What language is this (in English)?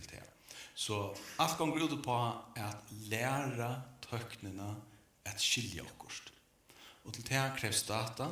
Faroese